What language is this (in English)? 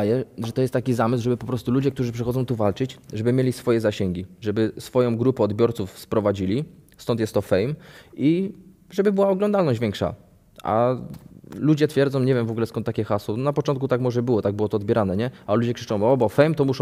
Polish